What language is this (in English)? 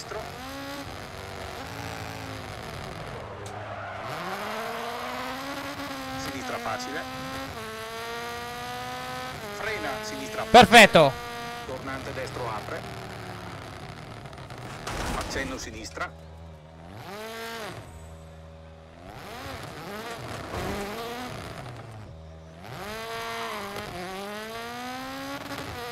Italian